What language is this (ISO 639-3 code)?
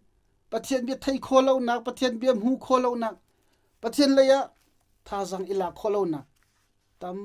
cnh